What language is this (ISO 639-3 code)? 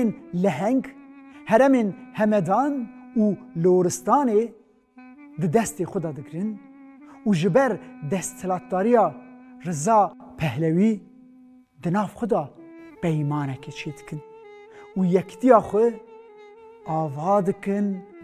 kur